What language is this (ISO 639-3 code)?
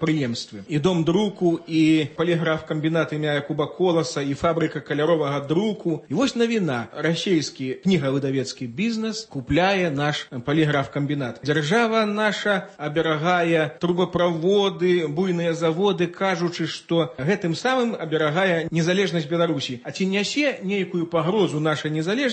bel